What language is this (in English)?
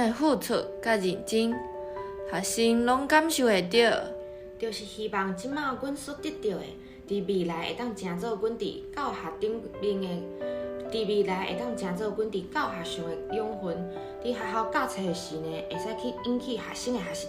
Min Nan Chinese